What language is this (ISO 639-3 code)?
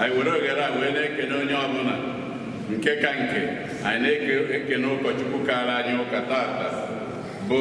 ibo